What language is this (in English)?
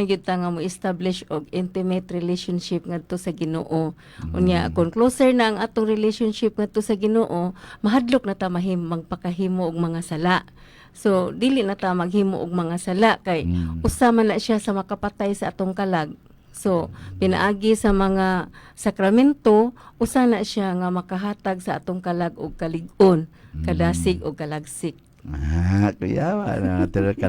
Cebuano